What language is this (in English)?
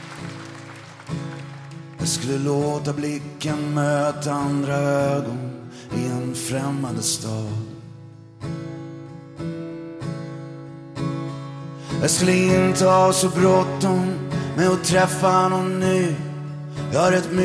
Swedish